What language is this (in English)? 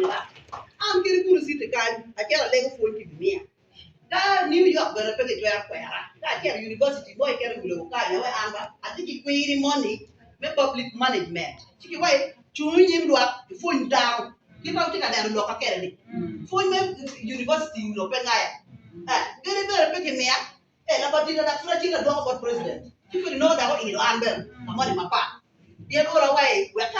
Acoli